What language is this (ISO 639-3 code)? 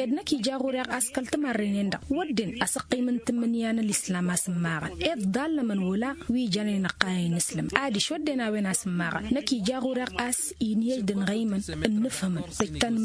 taq